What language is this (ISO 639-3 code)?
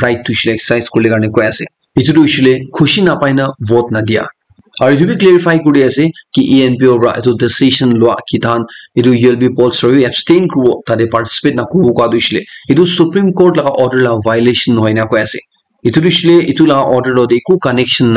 nag